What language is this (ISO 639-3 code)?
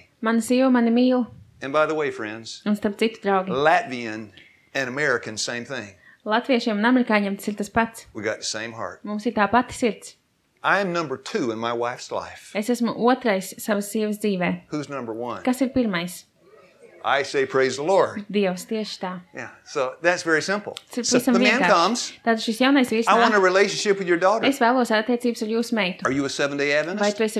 lav